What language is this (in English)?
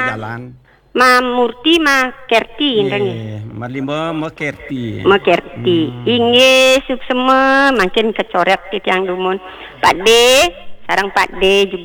Balinese